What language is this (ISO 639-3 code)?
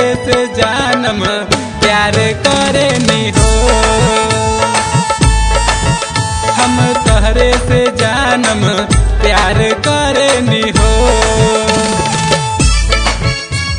bho